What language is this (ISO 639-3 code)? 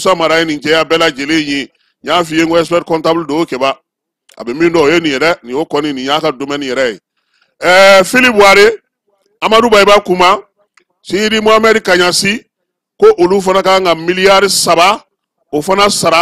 bam